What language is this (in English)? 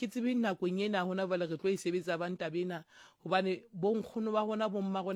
Southern Sotho